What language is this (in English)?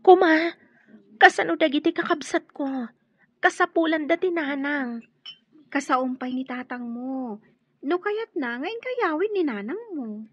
Iloko